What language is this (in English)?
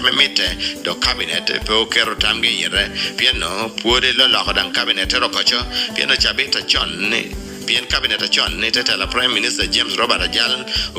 Lango (Uganda)